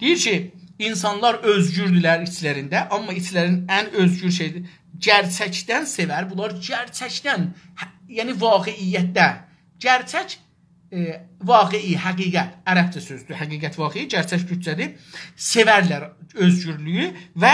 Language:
South Azerbaijani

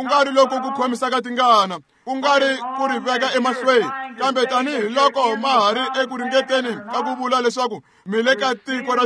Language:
Tsonga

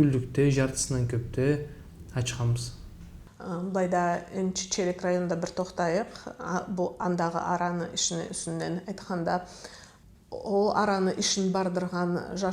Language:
Karachay-Balkar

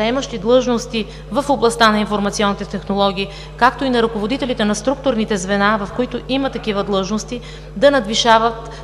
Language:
Bulgarian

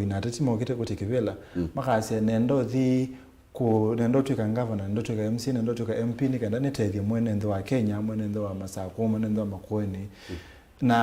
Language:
Kamba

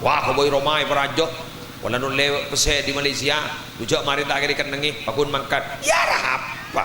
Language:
Madurese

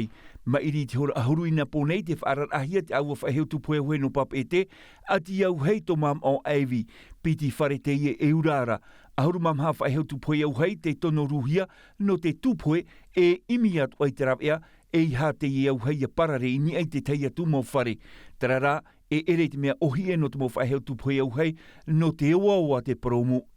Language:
Tahitian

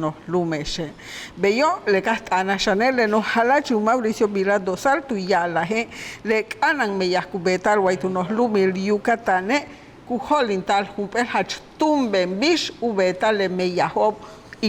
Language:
Yucateco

